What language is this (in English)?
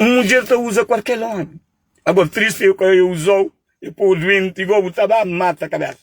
Kabuverdianu